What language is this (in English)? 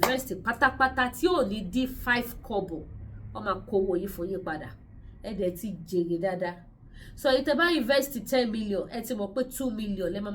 Yoruba